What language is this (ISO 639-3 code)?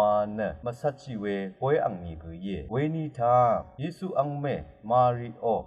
raw